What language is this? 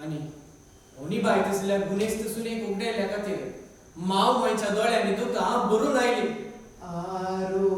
Konkani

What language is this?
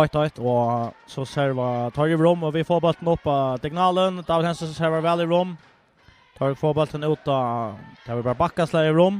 Faroese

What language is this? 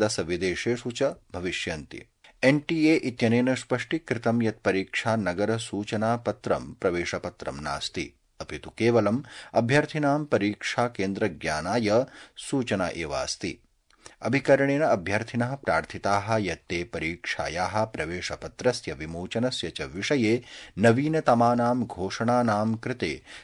Sanskrit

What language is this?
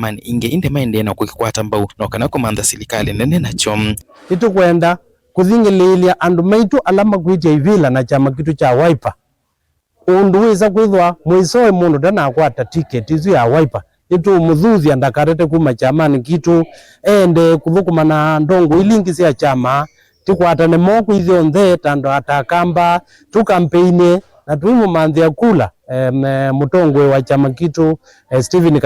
Kamba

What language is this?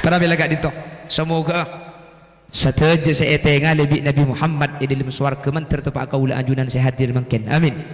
Madurese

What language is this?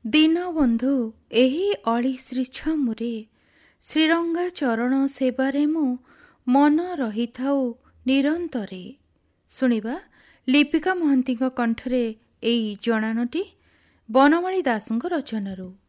Odia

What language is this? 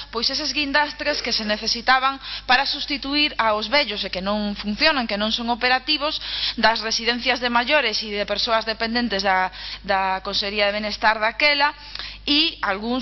Galician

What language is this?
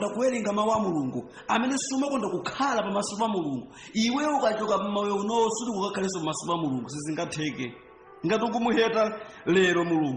Nyanja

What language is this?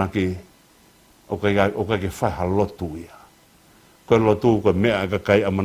Tongan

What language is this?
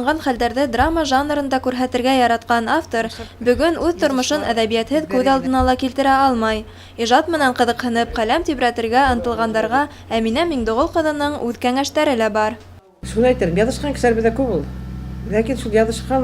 Bashkir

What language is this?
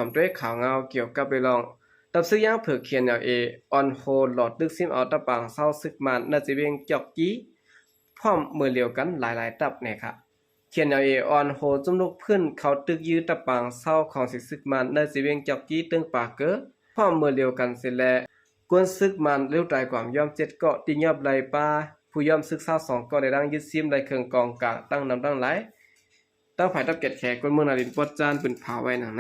Shan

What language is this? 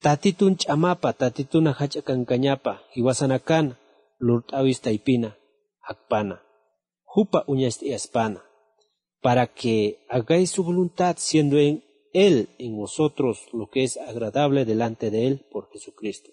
Aymara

